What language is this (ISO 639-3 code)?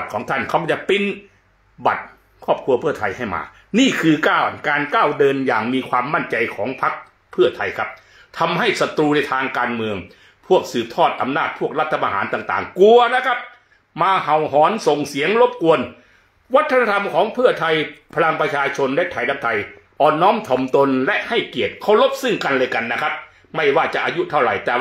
tha